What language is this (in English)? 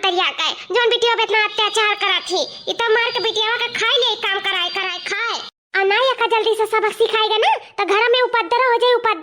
Awadhi